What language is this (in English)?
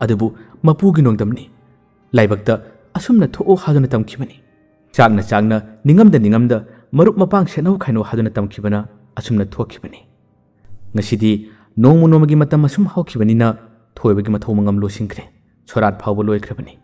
Manipuri